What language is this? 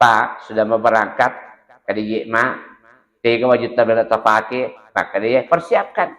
Buginese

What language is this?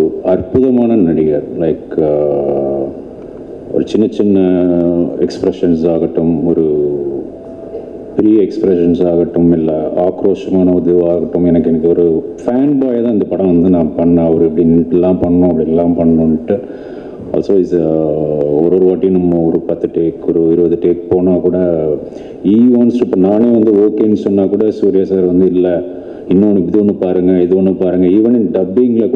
Tamil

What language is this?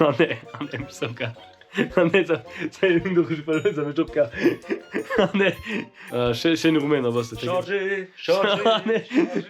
Luxembourgish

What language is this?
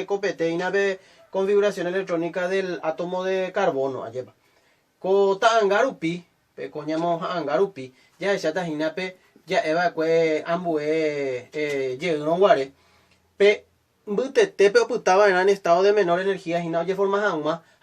Guarani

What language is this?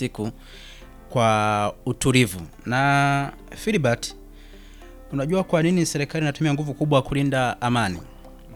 Swahili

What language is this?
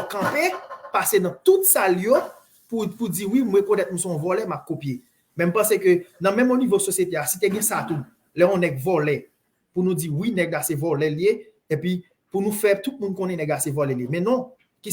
Haitian Creole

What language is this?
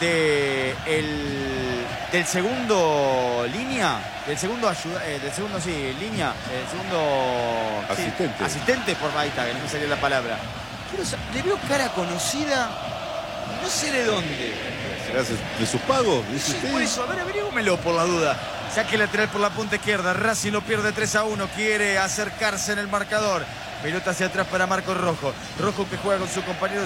Spanish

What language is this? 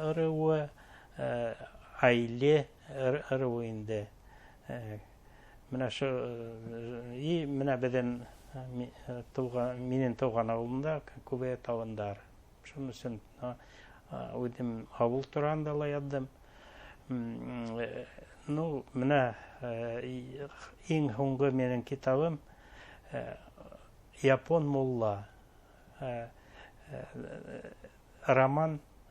Bashkir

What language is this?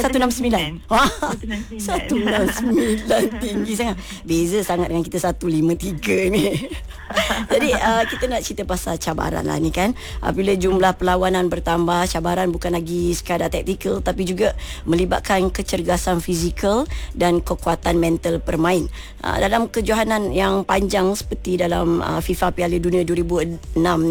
Malay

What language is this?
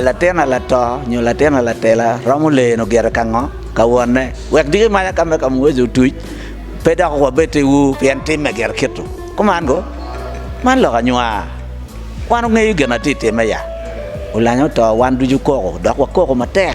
Acoli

